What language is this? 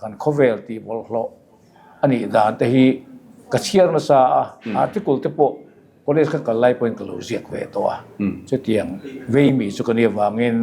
Mizo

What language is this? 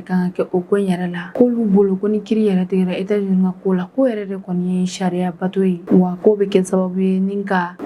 Bambara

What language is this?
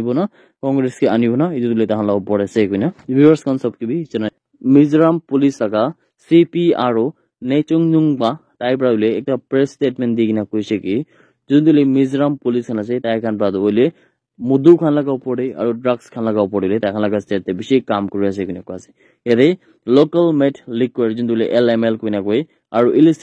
Naga Pidgin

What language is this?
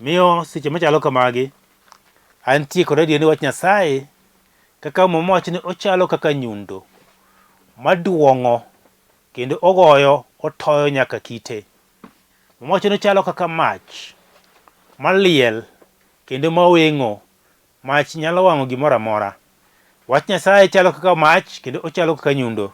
Luo (Kenya and Tanzania)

